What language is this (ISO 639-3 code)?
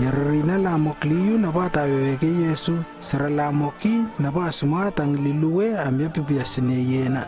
lww